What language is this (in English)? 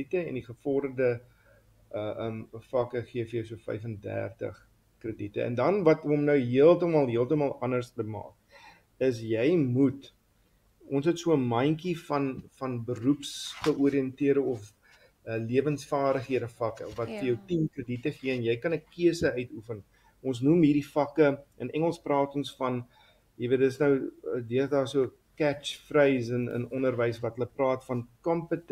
Afrikaans